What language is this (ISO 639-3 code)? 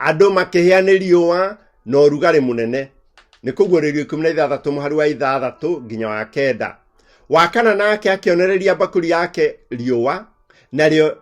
kik